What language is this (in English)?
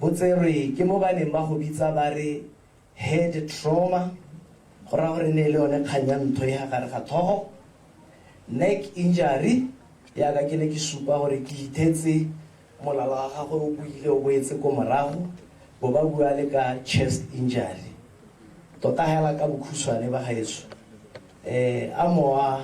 Tswana